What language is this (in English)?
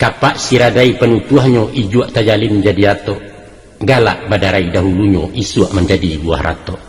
Minangkabau